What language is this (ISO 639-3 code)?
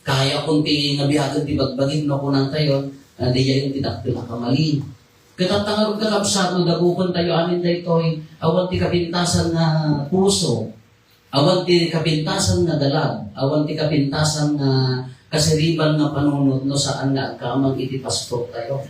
ilo